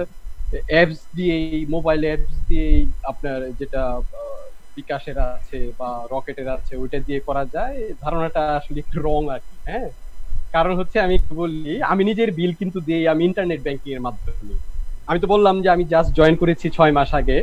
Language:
Bangla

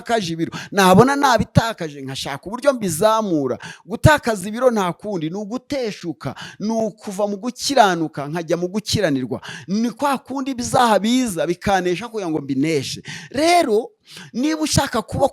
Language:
Kinyarwanda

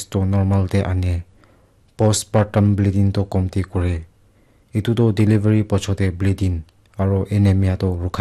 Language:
Naga Pidgin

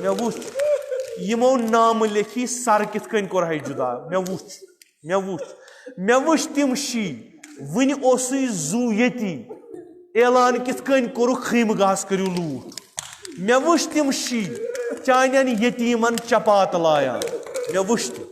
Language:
Kashmiri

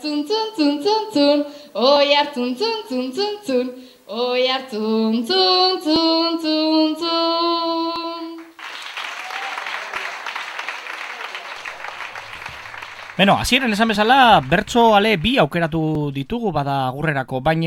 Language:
Basque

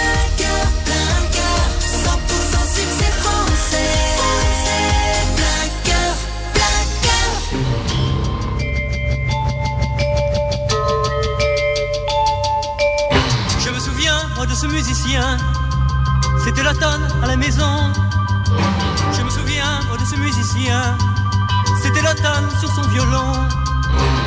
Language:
French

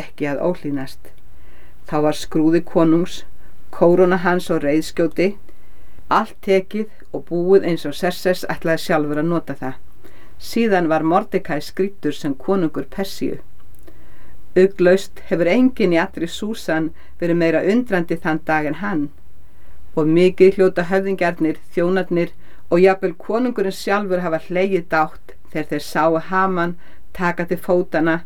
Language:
Icelandic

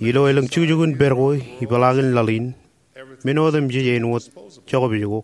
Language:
Marshallese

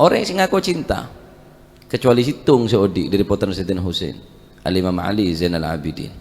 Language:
Madurese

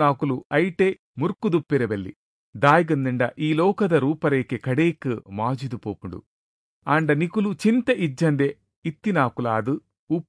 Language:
Tulu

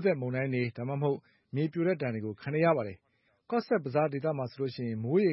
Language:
Burmese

